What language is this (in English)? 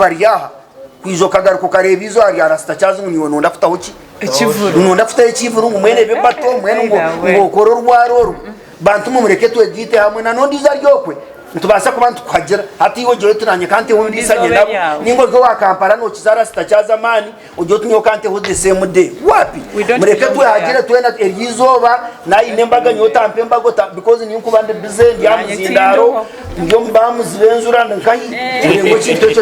Nyankole